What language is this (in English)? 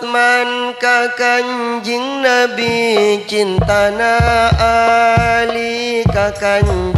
Madurese